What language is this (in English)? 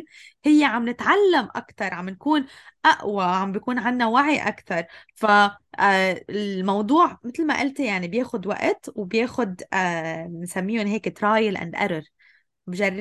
North Levantine Arabic